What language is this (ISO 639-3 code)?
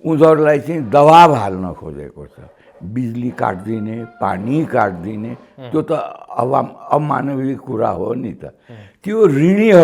nep